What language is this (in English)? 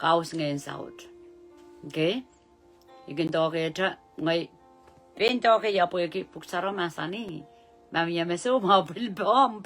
Pohnpeian